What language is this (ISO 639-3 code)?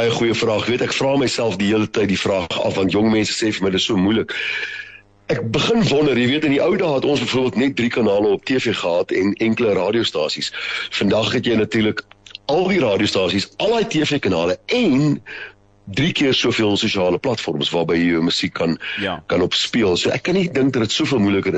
afr